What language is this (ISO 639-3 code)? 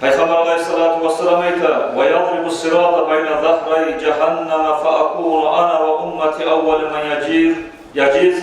kum